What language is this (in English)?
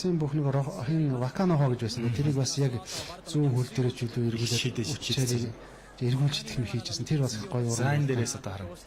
Mongolian